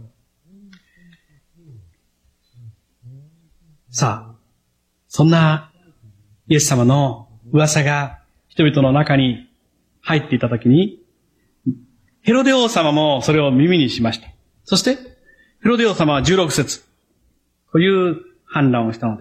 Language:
Japanese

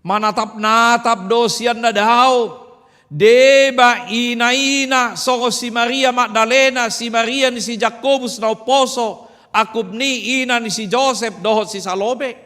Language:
Batak Toba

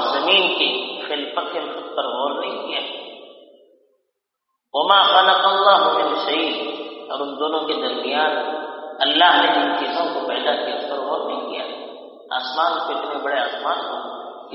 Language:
Urdu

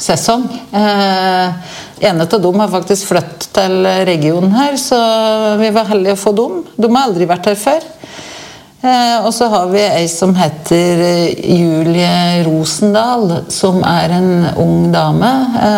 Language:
Norwegian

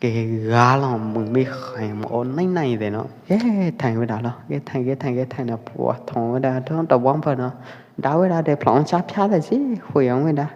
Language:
Pwo Eastern Karen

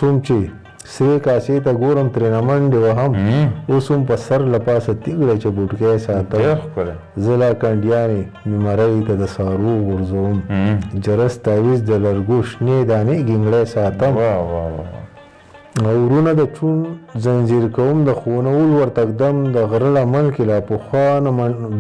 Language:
Pashto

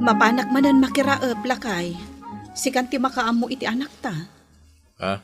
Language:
Iloko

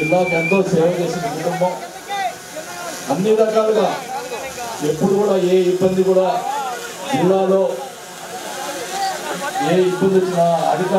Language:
Telugu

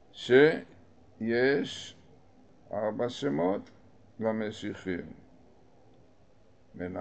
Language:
Hebrew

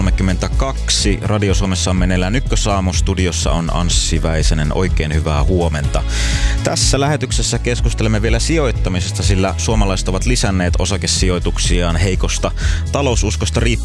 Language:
Finnish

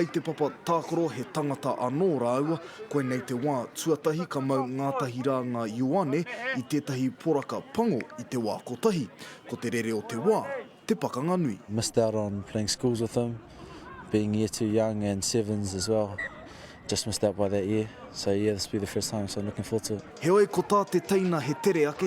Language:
Māori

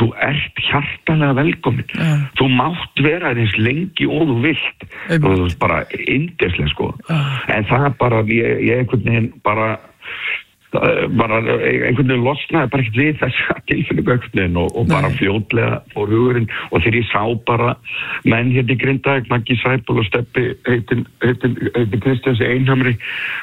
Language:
Icelandic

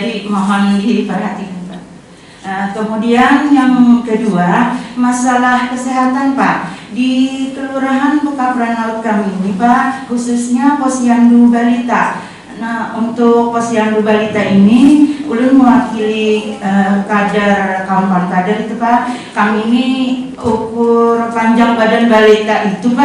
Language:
Banjar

